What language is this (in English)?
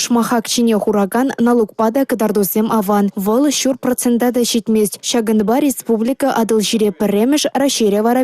Chuvash